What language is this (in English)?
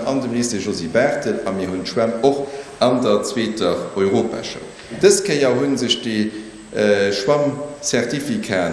Luxembourgish